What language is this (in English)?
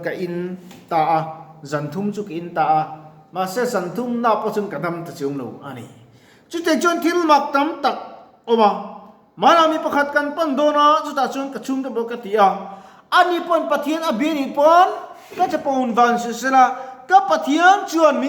Mizo